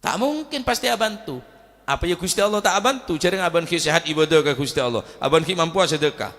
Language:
Madurese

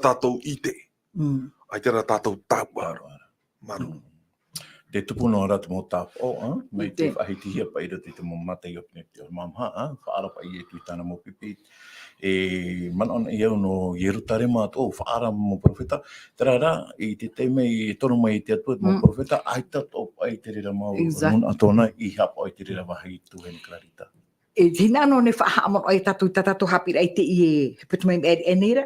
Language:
Tahitian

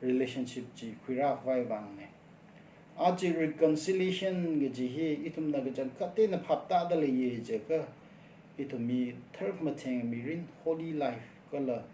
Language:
Tangkhul Naga (India)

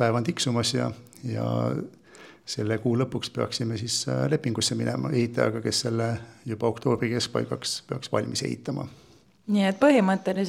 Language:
Estonian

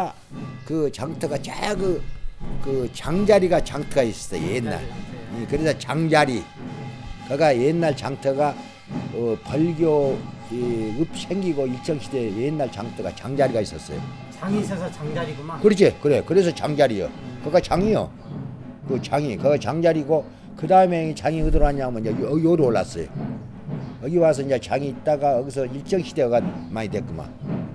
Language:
Korean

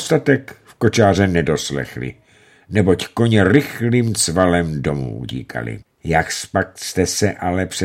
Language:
Czech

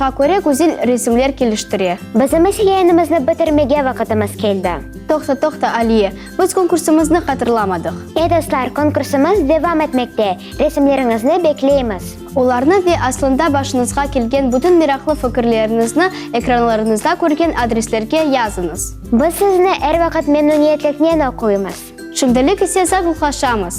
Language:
Crimean Tatar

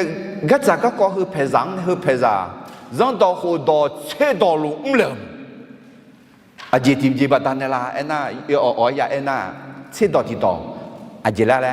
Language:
Akha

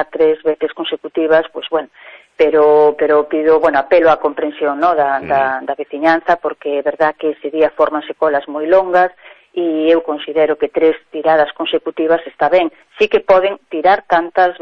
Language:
Galician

